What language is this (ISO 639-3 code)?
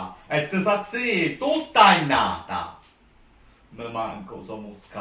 scn